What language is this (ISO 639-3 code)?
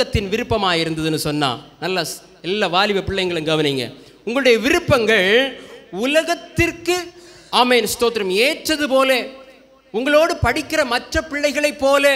tam